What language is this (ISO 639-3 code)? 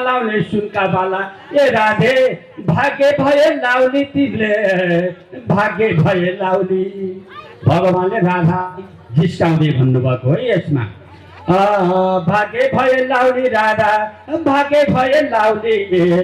nep